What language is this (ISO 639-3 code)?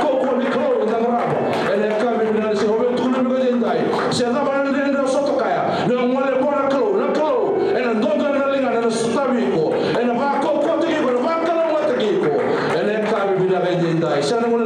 fij